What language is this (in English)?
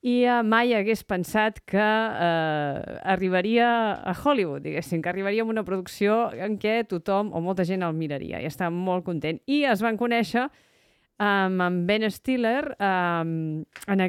Catalan